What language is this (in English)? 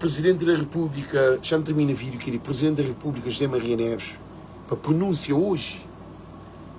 Kabuverdianu